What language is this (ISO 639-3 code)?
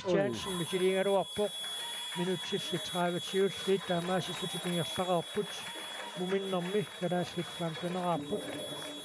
kal